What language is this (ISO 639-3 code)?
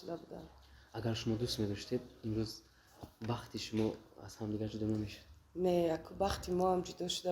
tgk